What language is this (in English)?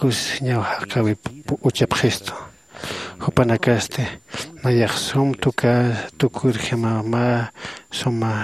Aymara